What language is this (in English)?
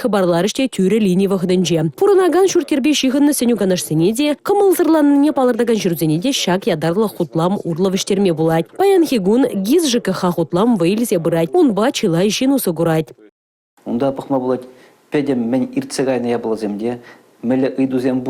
Chuvash